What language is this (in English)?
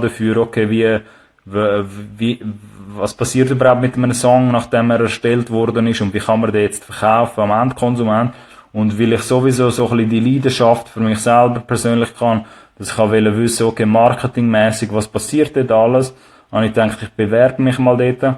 Swiss German